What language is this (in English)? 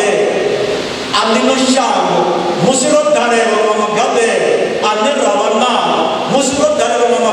Venda